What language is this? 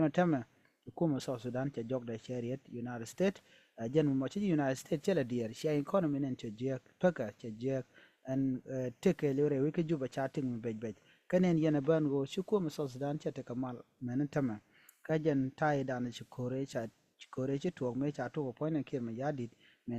Nuer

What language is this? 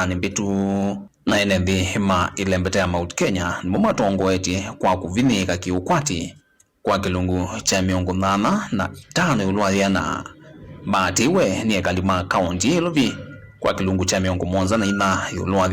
Kamba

